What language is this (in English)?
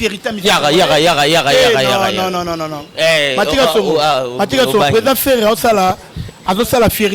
Lingala